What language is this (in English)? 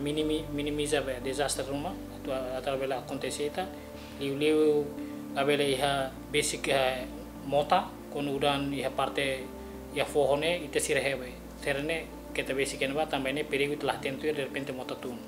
Tetum